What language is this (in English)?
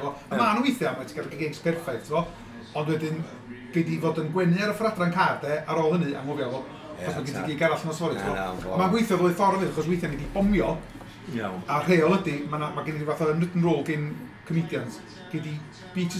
Welsh